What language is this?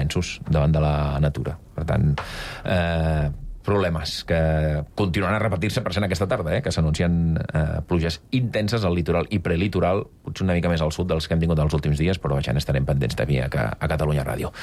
Catalan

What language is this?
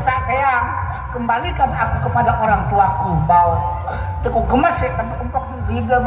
Sasak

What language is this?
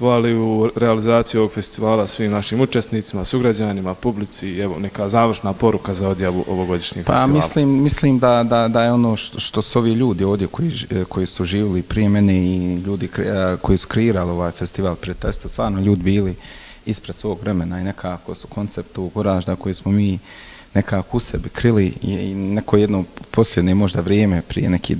Bosnian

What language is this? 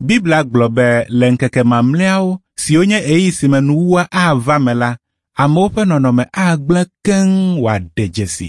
Ewe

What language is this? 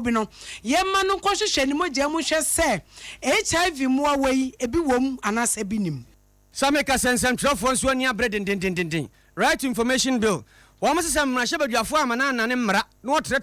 Akan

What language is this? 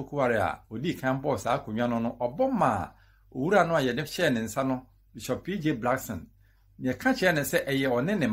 Akan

